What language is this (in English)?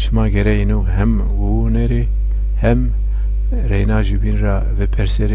Zaza